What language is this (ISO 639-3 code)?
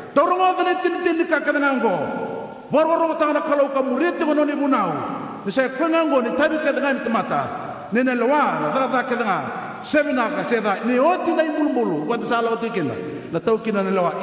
fij